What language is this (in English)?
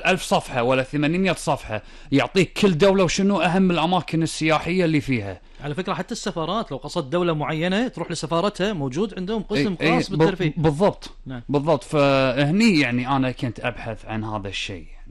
Gulf Arabic